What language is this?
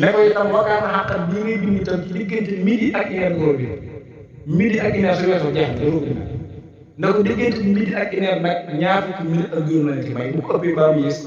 Wolof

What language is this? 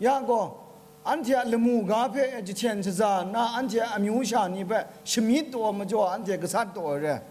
Kachin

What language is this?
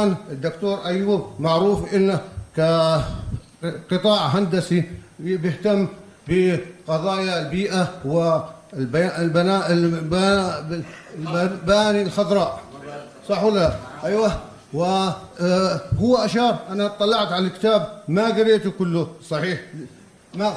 North Levantine Arabic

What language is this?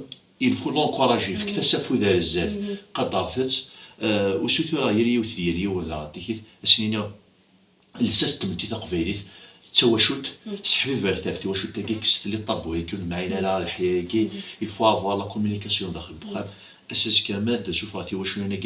Kabyle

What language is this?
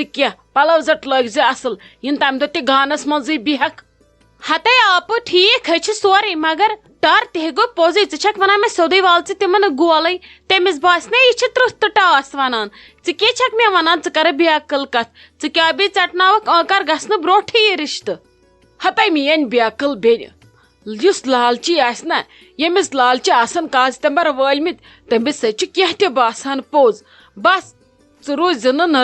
Kashmiri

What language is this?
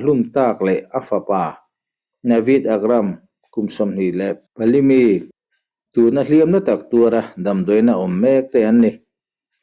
Mizo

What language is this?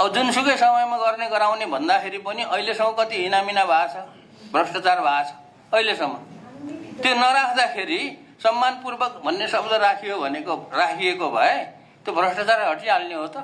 Nepali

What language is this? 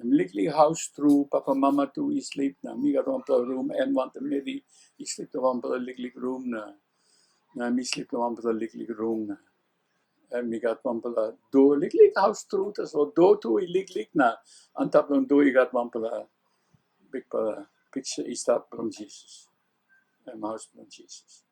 Tok Pisin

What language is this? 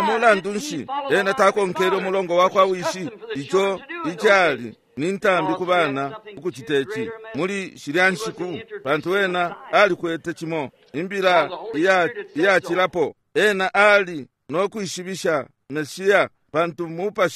Bemba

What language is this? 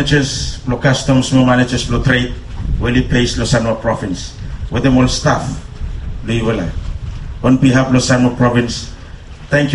Bislama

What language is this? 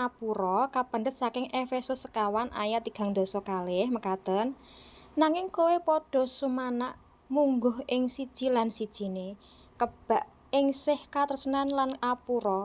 Javanese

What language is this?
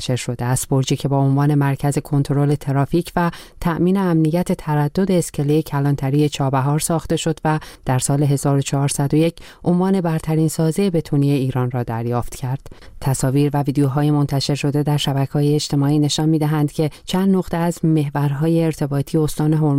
Persian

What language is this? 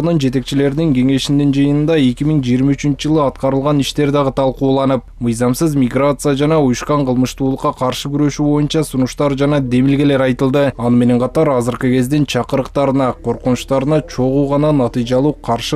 Kyrgyz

